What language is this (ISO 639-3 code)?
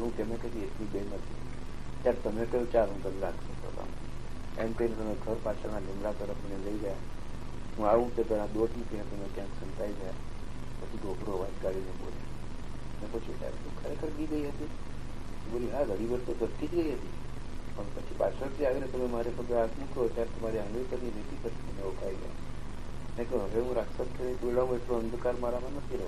guj